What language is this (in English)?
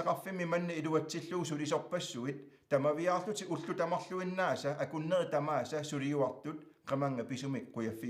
Kalaallisut